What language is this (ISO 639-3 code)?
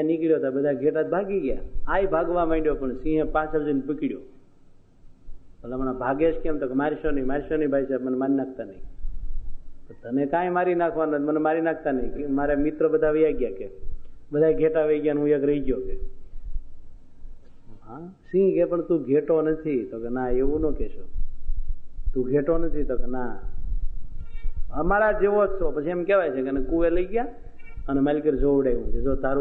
guj